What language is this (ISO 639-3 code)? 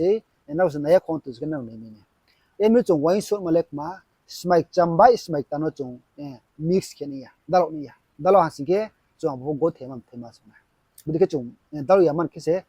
ria